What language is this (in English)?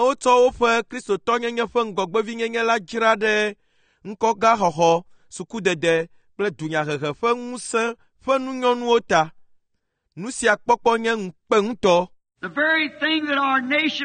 Ewe